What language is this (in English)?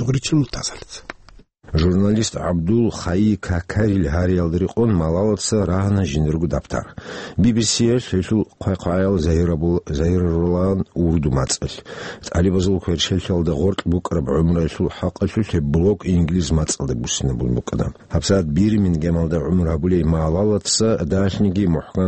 Avaric